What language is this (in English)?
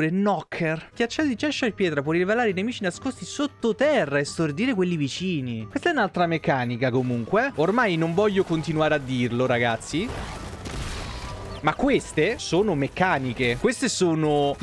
Italian